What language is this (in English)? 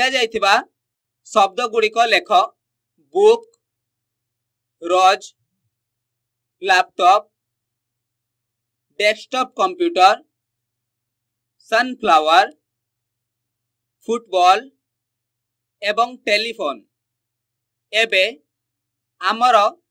Odia